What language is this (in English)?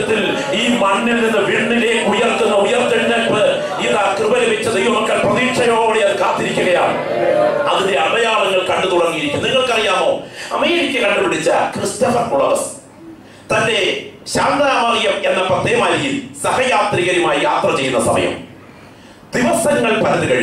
Malayalam